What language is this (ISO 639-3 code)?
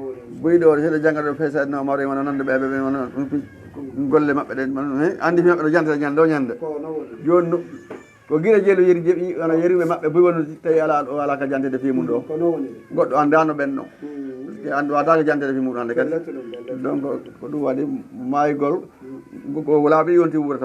ful